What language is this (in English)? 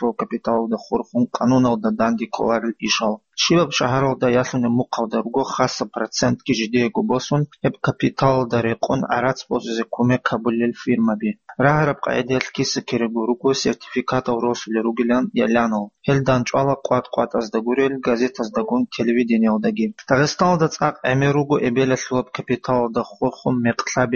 Avaric